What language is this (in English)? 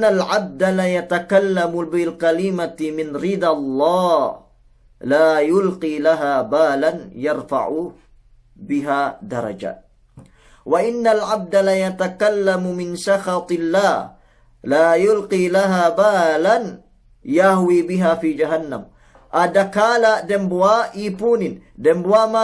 Yakan